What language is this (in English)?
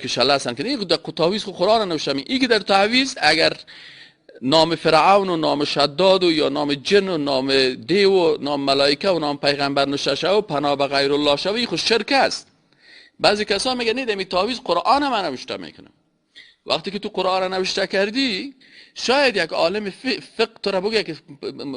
Persian